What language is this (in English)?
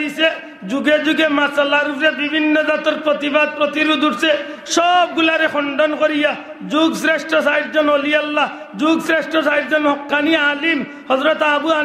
Sylheti